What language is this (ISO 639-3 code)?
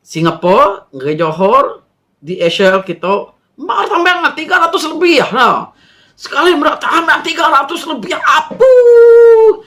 iba